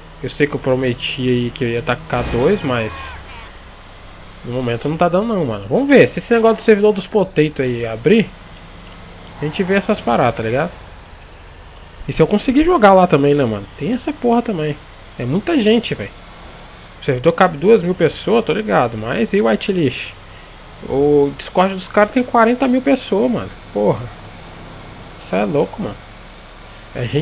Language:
Portuguese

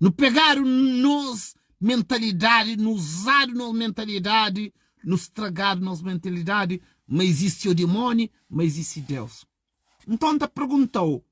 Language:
Kabuverdianu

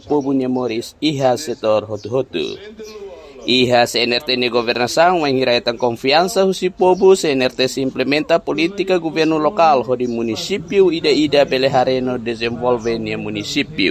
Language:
Tetum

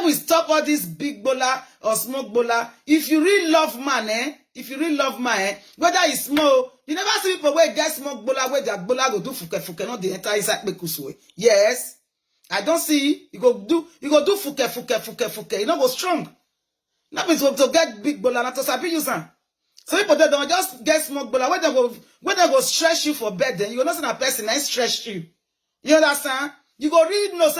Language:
Nigerian Pidgin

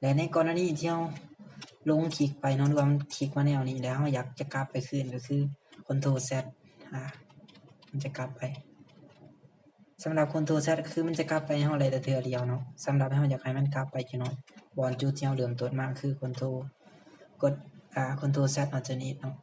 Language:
Lao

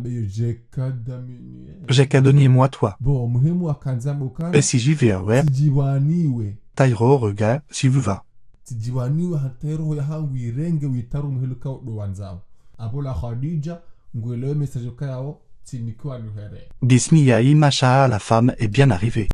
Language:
Ngazidja Comorian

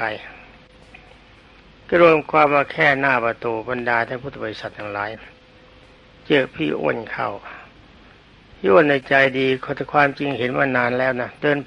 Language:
Thai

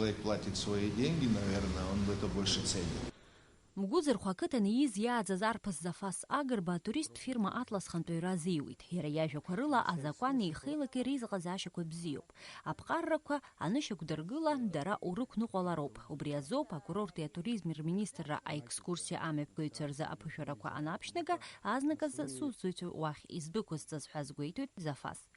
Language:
Abkhazian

